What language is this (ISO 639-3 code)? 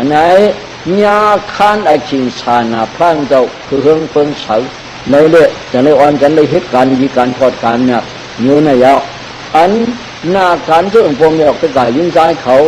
shn